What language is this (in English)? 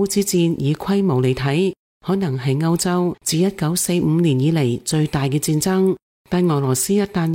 Cantonese